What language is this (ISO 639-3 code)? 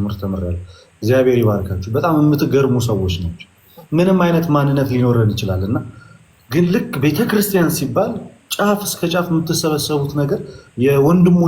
amh